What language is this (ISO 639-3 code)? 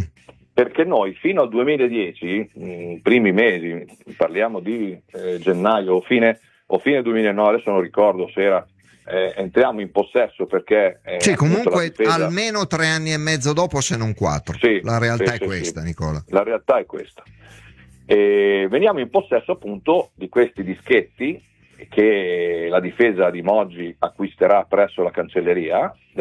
ita